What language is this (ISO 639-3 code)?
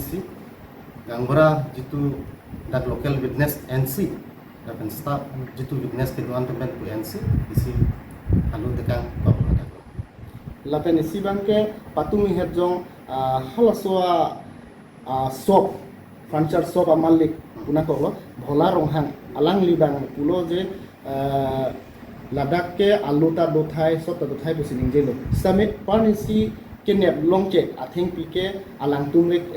mjw